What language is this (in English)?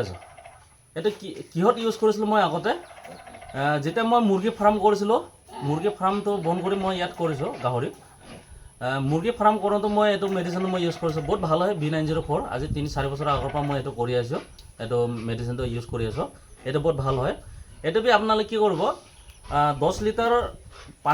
Assamese